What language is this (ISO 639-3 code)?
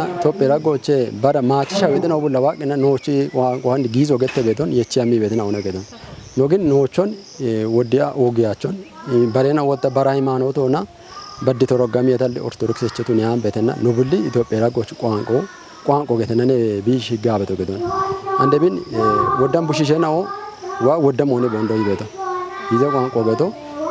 kbr